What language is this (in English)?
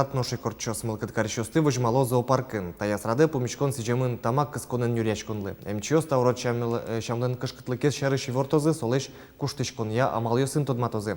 Udmurt